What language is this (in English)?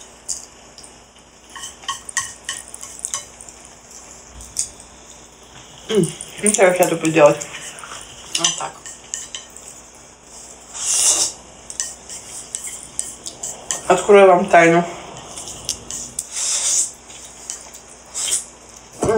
Russian